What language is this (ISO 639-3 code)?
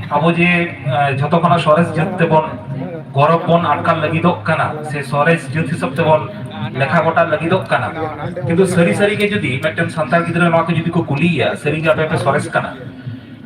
sat